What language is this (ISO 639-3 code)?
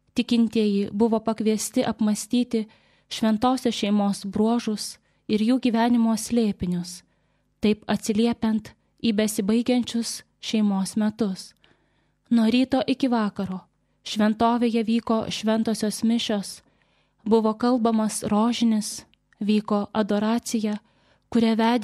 lit